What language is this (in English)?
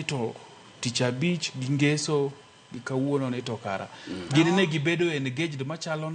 Luo (Kenya and Tanzania)